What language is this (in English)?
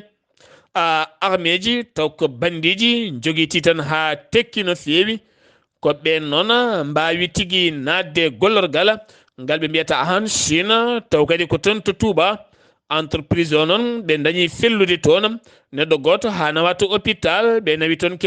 Fula